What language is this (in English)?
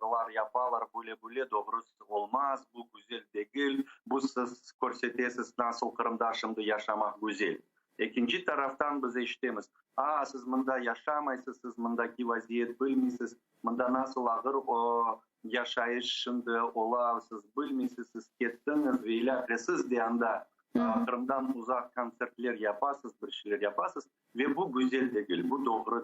Crimean Tatar